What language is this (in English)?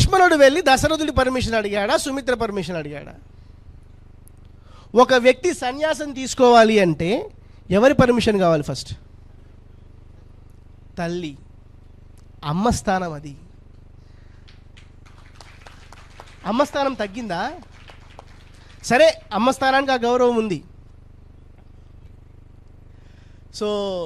Telugu